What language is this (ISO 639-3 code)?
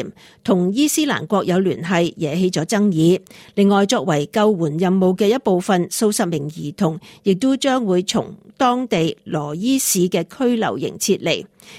yue